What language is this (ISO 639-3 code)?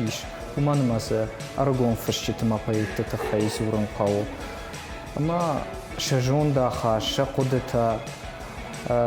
oss